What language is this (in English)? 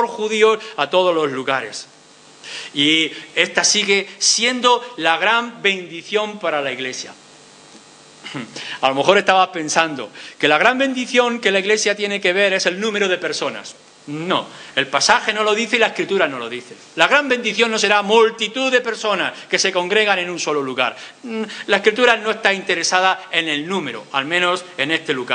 Spanish